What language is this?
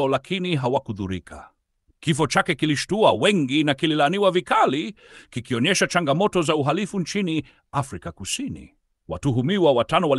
Swahili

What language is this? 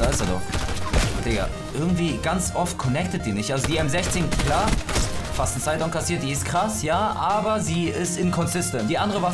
German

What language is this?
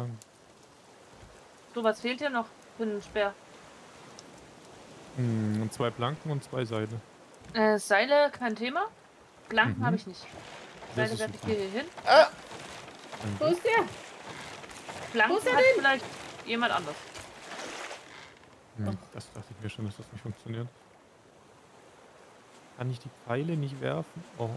German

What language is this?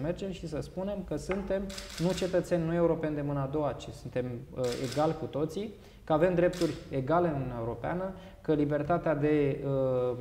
Romanian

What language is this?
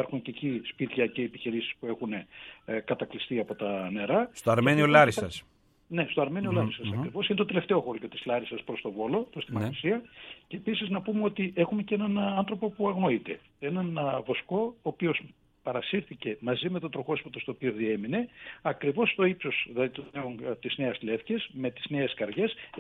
Greek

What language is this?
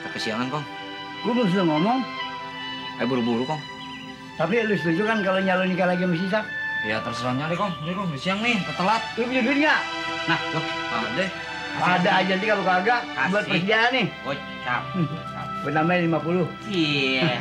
Betawi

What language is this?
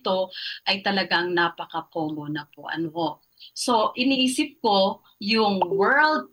Filipino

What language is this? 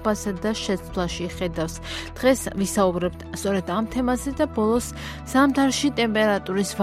Georgian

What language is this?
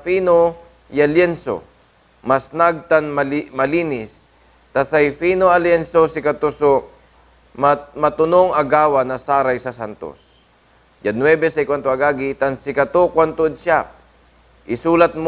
Pangasinan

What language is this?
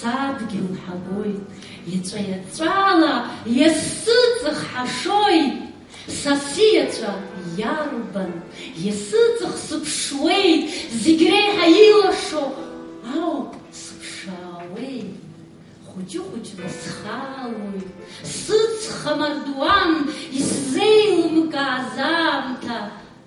Abkhazian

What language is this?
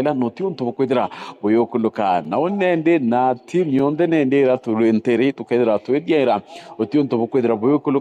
Meru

